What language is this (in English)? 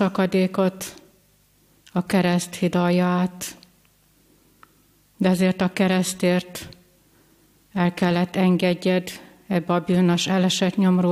Hungarian